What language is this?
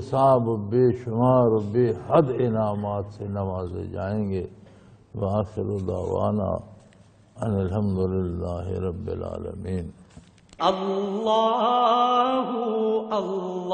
Urdu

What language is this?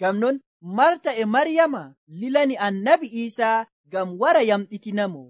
Nigerian Fulfulde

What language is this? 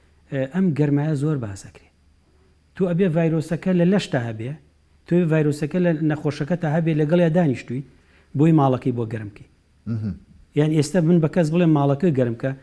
Central Kurdish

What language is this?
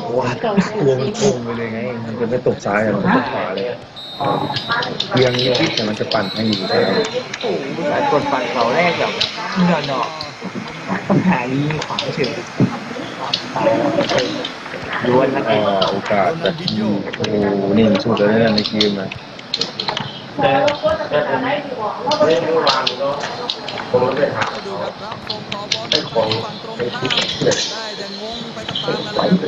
Thai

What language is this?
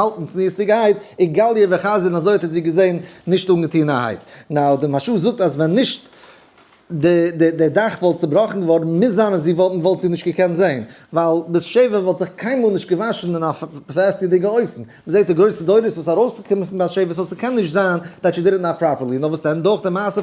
Yiddish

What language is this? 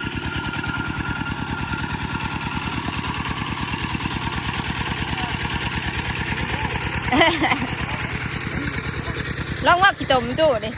Northeastern Thai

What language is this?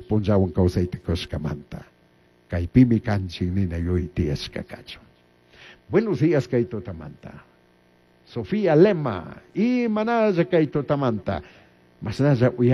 Chimborazo Highland Quichua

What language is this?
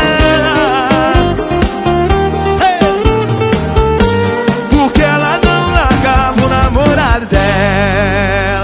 Portuguese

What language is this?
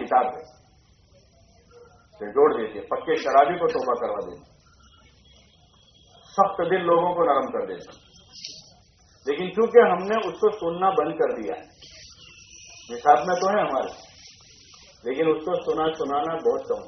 Urdu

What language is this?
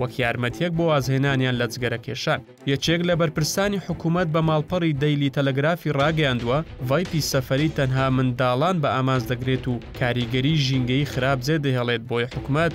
Central Kurdish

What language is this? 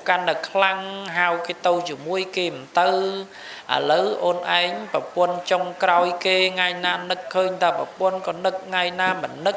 Khmer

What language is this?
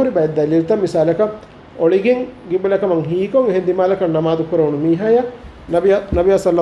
Divehi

